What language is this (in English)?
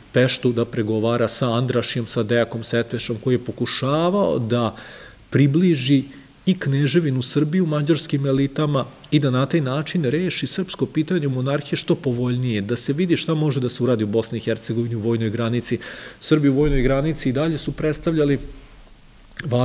Serbian